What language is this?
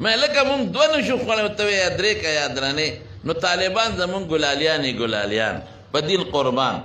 Pashto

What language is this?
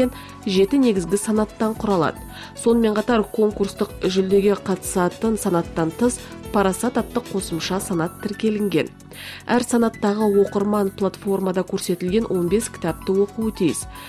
Kazakh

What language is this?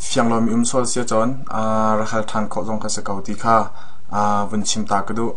Hakha Chin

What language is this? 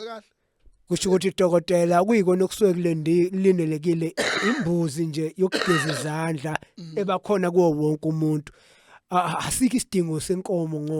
Zulu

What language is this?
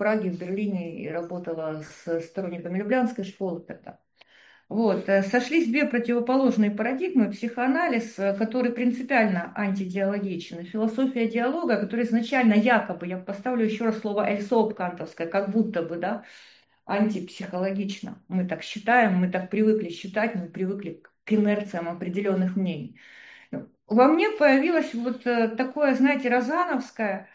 Russian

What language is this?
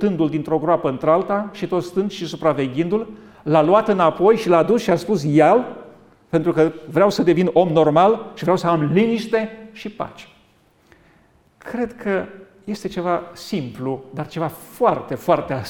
Romanian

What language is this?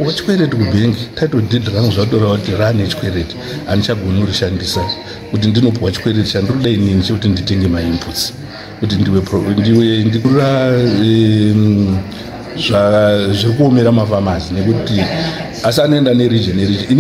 Shona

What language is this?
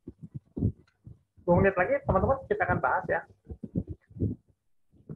Indonesian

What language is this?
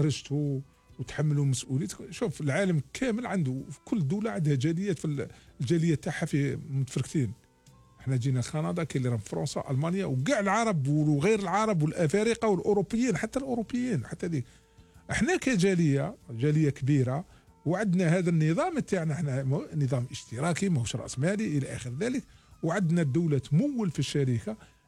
Algerian Arabic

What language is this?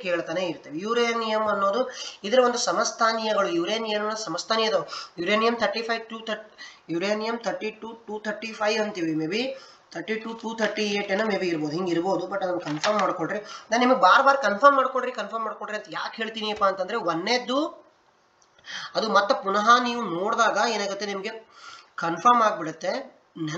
Kannada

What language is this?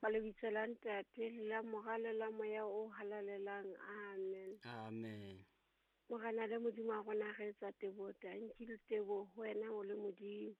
Southern Sotho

